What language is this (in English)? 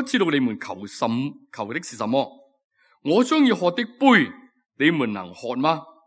Cantonese